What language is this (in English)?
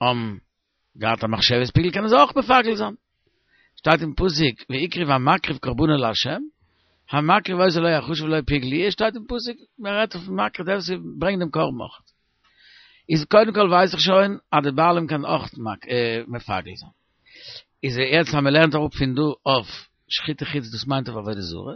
Yiddish